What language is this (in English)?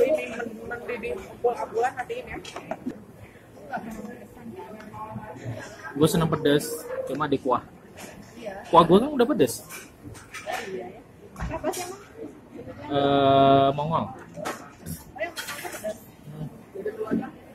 Indonesian